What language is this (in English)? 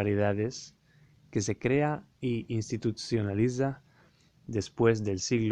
Ladino